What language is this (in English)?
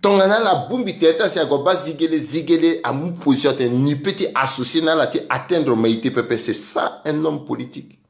Sango